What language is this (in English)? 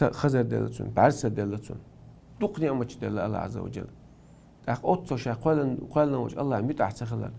Chechen